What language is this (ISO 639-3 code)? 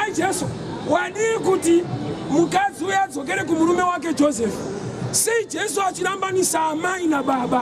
sna